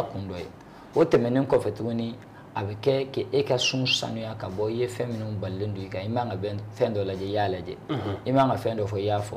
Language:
Bambara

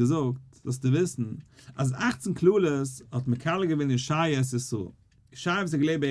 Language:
Yiddish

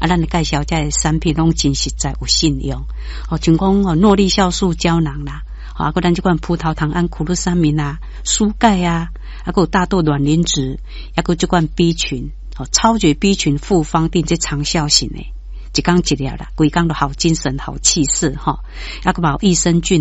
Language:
Min Nan Chinese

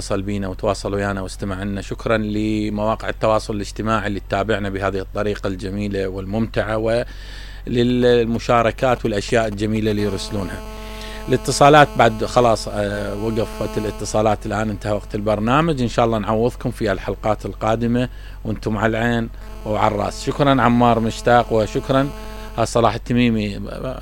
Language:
Mesopotamian Arabic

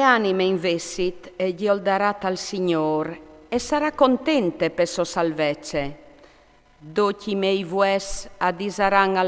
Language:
Friulian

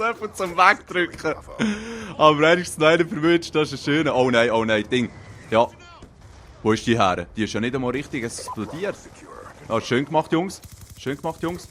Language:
Swiss German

